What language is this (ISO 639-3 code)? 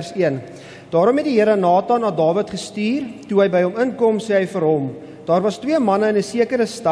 afr